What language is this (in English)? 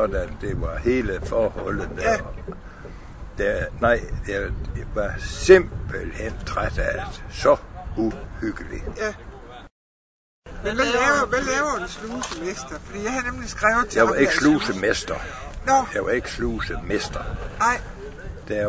Danish